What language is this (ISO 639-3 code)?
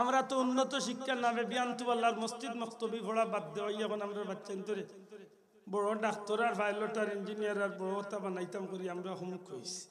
syl